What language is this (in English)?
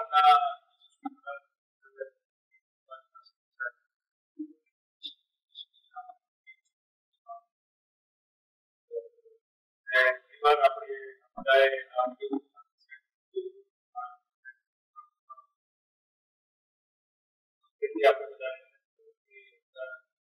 Gujarati